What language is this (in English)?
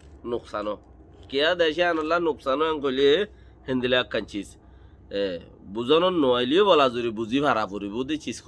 Rohingya